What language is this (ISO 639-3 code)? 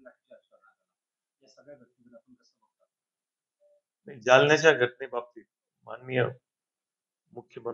mar